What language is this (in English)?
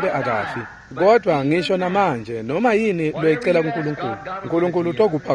Swati